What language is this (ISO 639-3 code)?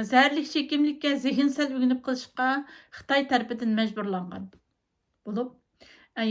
uig